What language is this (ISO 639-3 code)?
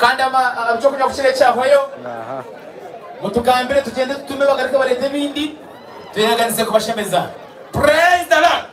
nyn